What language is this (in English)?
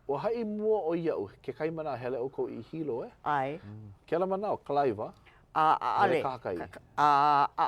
Hawaiian